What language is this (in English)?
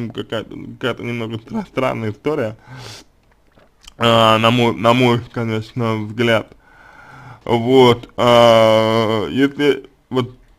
Russian